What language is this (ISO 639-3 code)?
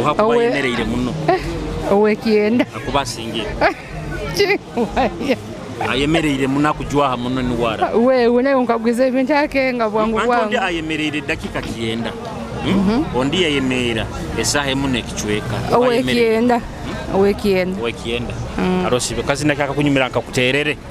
nyo